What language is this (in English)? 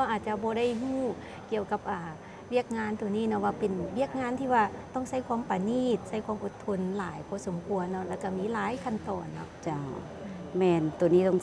Lao